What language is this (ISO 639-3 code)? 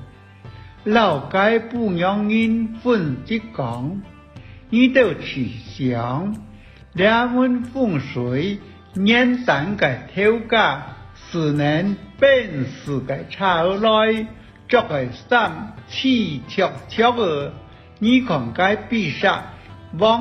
hak